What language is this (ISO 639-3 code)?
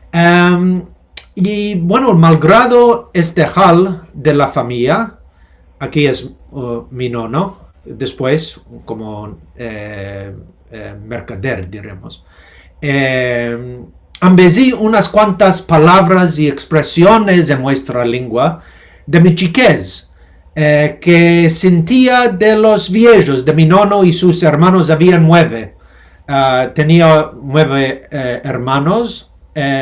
lad